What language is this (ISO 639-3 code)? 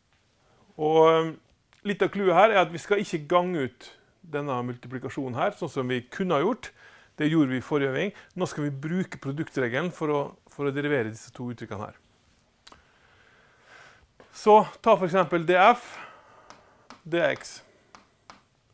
nor